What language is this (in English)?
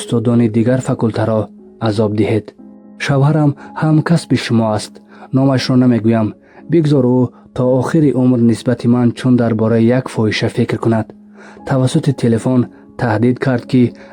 Tajik